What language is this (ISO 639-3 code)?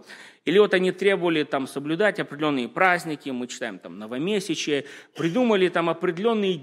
rus